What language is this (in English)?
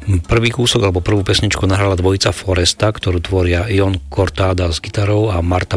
Slovak